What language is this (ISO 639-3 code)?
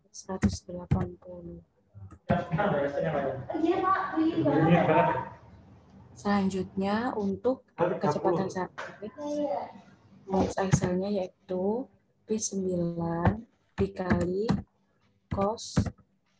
ind